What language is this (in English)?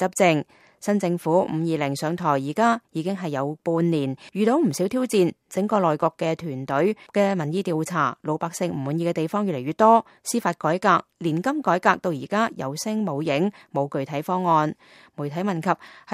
Cantonese